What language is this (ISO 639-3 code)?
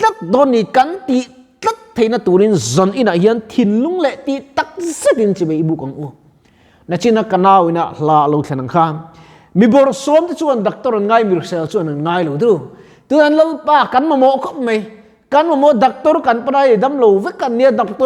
lus